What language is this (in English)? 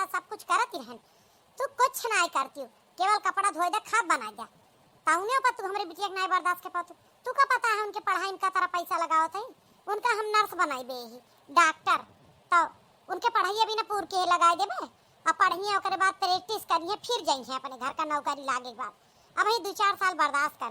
Awadhi